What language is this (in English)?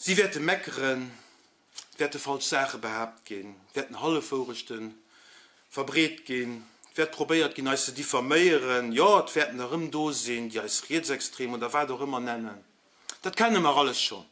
Luxembourgish